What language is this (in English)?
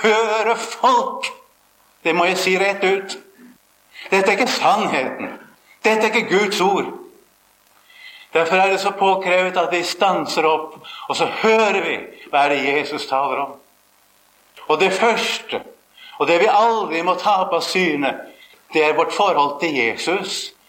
Norwegian